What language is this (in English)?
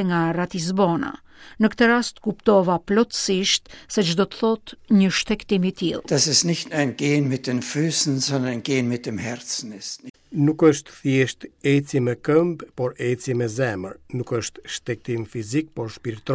Albanian